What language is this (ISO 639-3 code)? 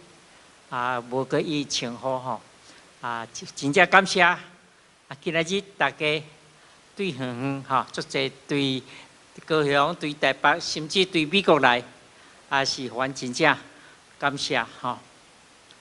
nan